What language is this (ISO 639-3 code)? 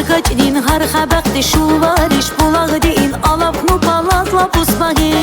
tab